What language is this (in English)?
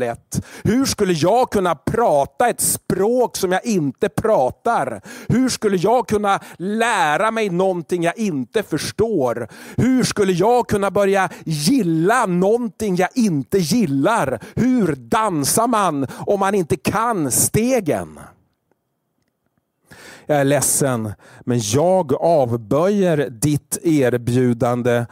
Swedish